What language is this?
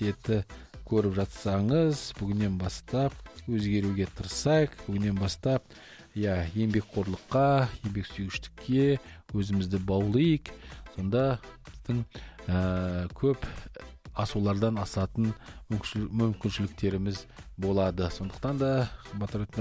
Kazakh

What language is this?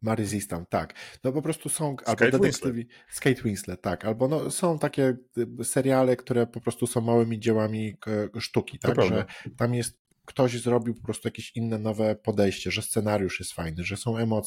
Polish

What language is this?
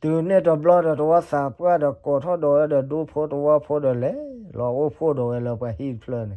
S'gaw Karen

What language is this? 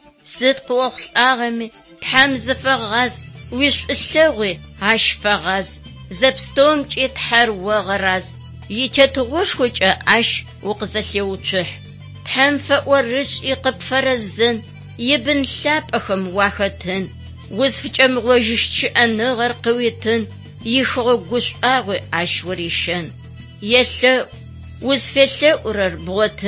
Adyghe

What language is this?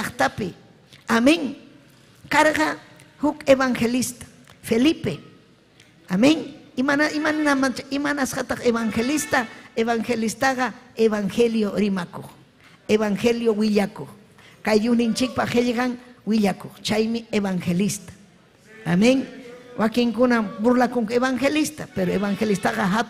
Ayacucho Quechua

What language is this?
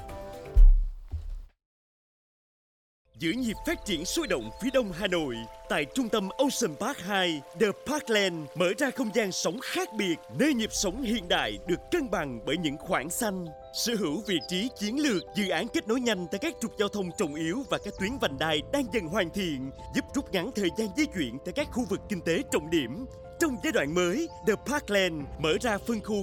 Vietnamese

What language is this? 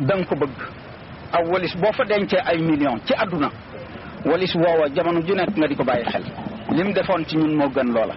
Wolof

